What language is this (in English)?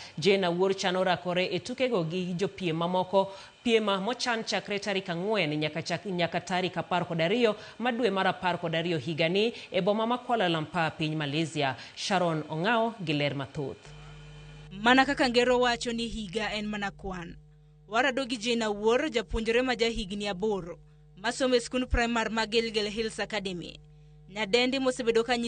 Luo (Kenya and Tanzania)